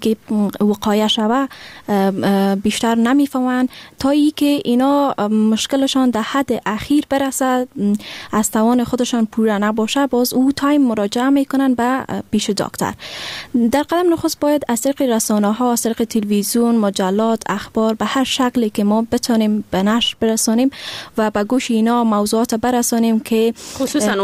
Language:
Persian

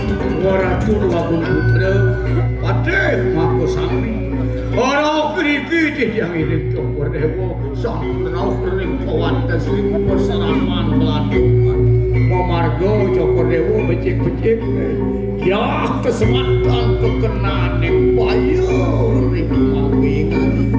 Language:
Balinese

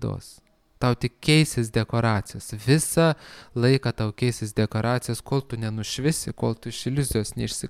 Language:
Lithuanian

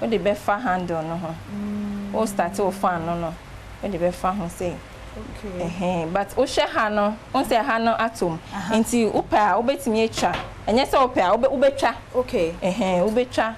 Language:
Akan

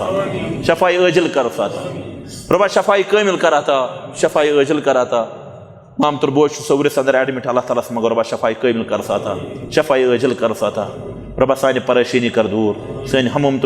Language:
Kashmiri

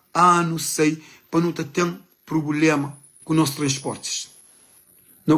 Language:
Kabuverdianu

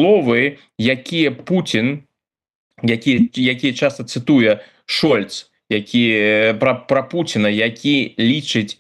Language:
Belarusian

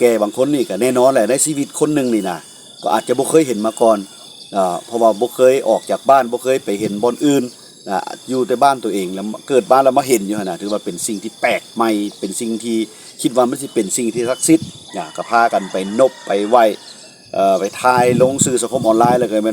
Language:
Lao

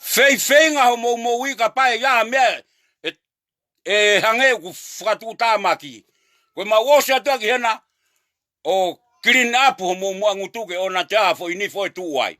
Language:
Tongan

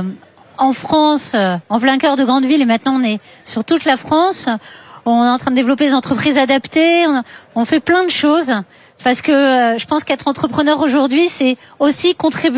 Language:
French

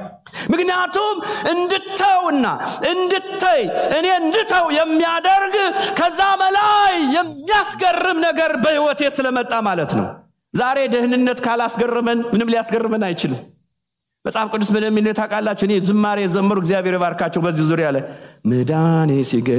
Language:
Amharic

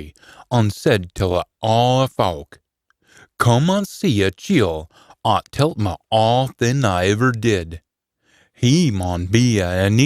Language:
Scots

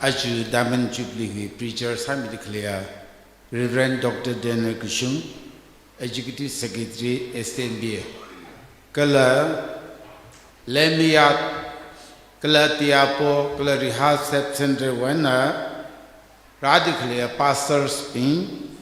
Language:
Tangkhul Naga (India)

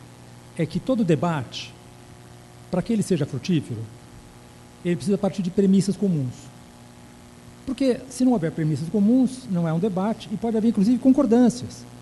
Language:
Portuguese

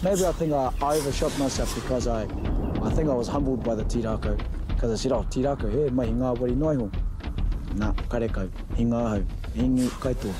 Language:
Māori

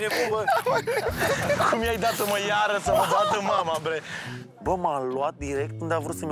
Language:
Romanian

